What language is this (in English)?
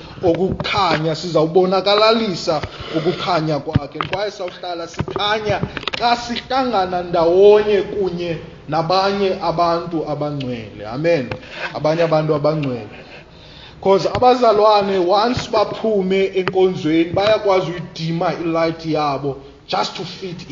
Xhosa